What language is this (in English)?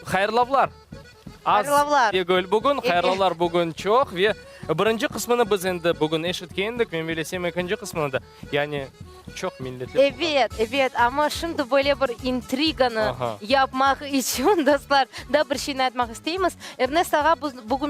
Crimean Tatar